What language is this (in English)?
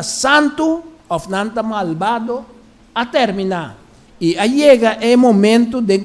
Papiamento